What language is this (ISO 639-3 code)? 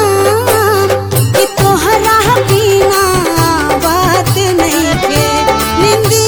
bho